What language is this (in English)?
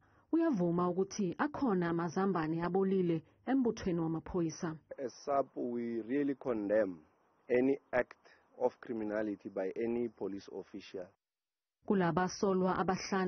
Zulu